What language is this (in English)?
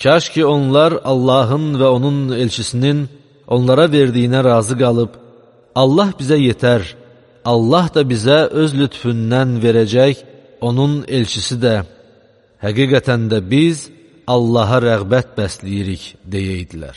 Azerbaijani